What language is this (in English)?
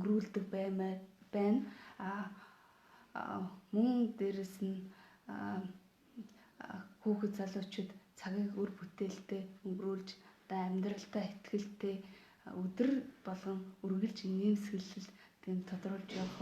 Mongolian